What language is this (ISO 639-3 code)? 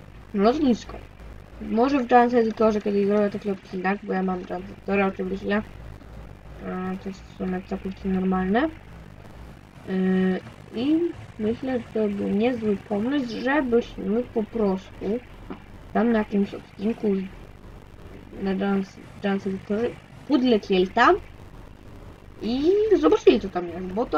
pol